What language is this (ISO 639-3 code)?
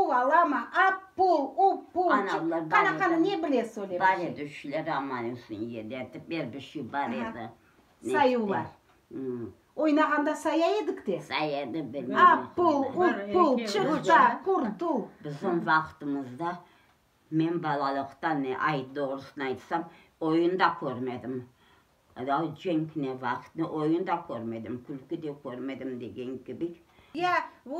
crh